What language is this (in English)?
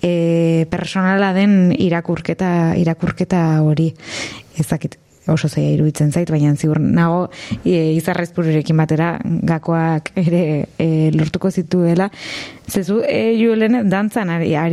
Basque